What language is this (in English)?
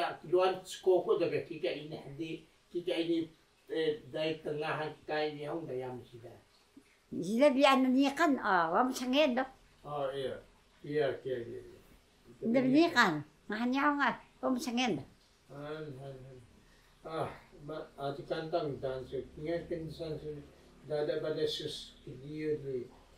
Taroko